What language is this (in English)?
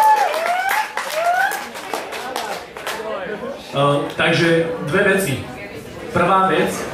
Slovak